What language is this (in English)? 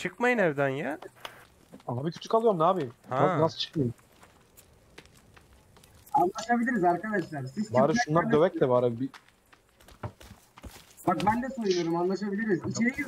Turkish